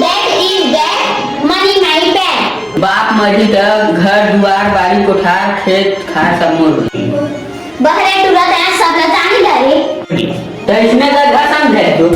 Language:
Chhattisgarhi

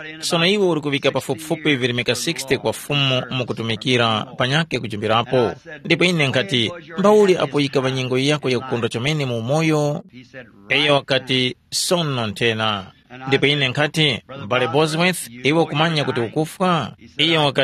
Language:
Tumbuka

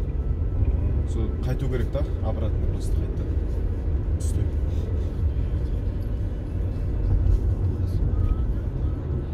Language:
Kazakh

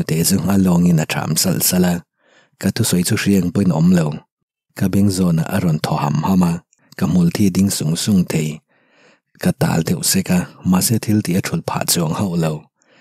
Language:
Mizo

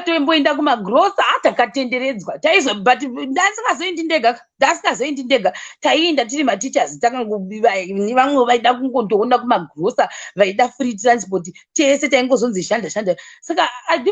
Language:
Shona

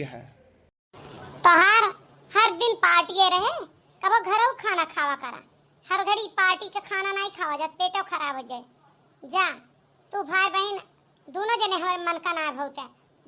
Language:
Awadhi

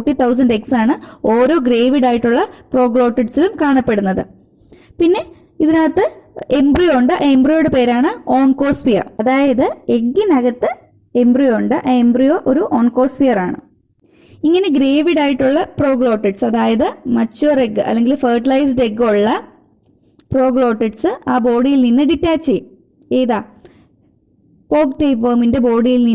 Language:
Malayalam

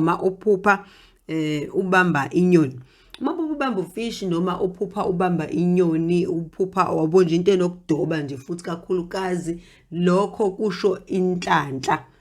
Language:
Zulu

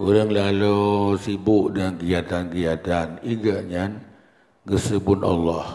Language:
Achinese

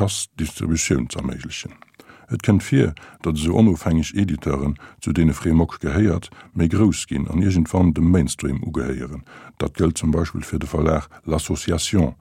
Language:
Luxembourgish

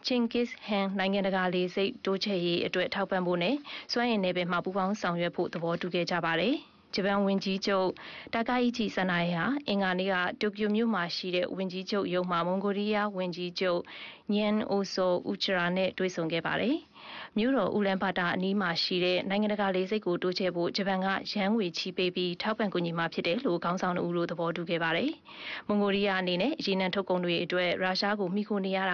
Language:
Burmese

